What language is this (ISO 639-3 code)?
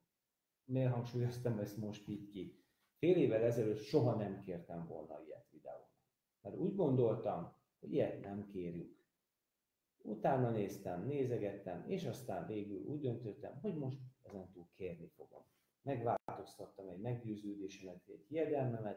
hun